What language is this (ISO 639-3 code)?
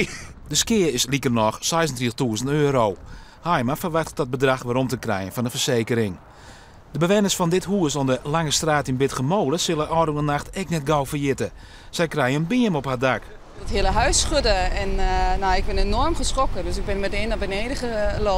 fry